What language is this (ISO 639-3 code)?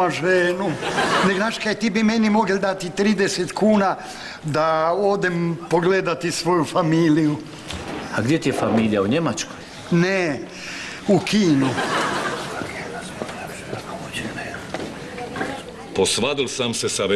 hrv